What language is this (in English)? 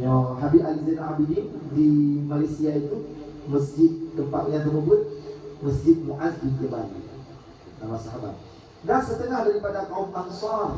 Achinese